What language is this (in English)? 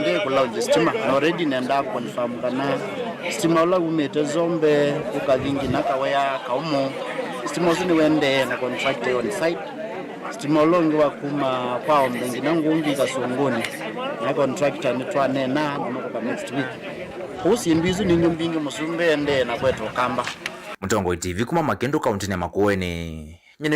Kamba